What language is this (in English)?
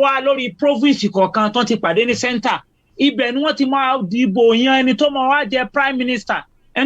Yoruba